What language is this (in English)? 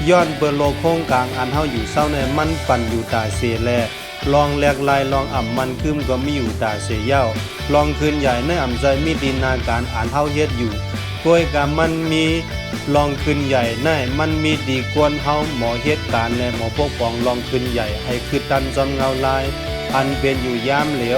Shan